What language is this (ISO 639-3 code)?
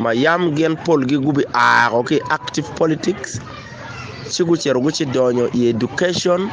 ach